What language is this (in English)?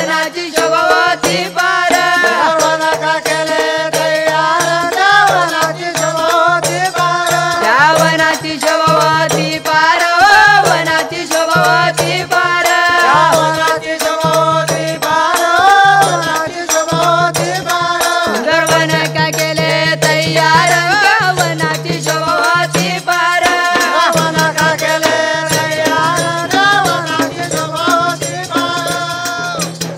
Marathi